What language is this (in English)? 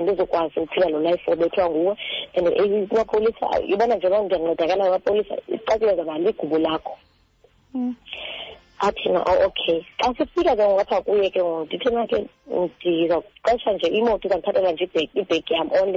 Xhosa